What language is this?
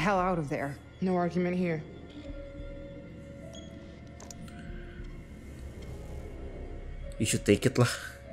Indonesian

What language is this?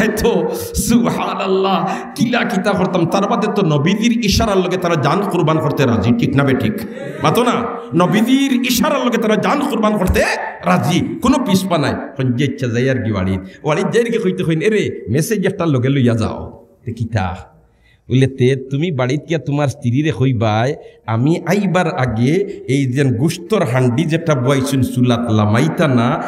Sylheti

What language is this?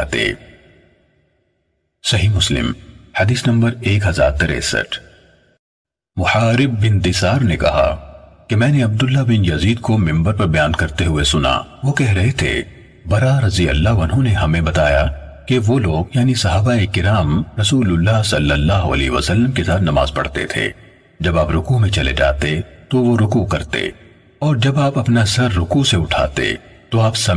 Urdu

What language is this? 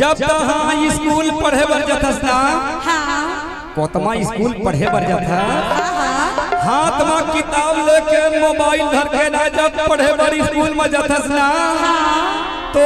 Chhattisgarhi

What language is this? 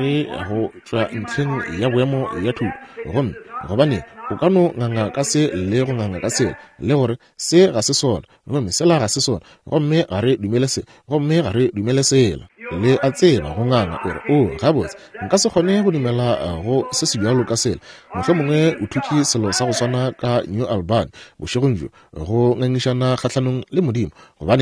Northern Sotho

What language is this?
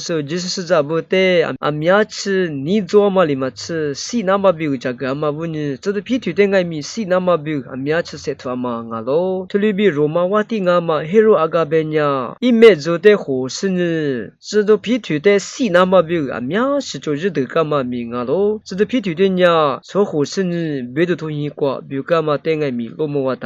Lisu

